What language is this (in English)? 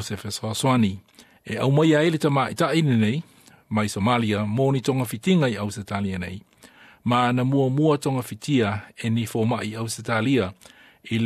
Samoan